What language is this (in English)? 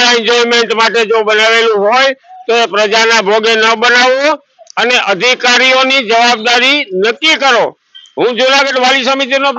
Gujarati